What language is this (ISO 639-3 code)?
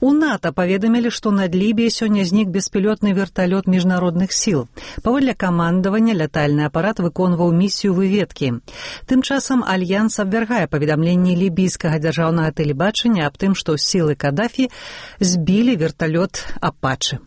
bel